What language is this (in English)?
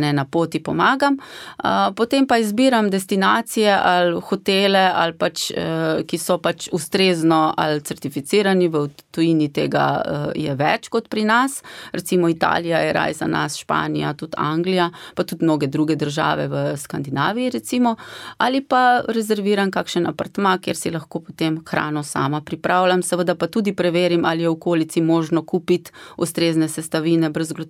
Slovenian